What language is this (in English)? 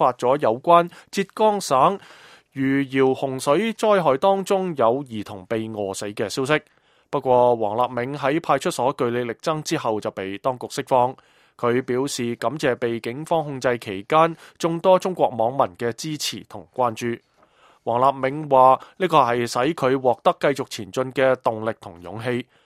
Cantonese